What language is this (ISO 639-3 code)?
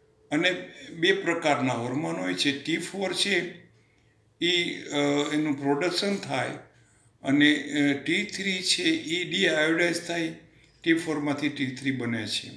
guj